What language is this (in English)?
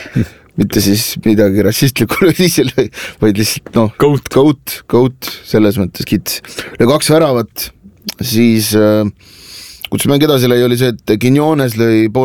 Estonian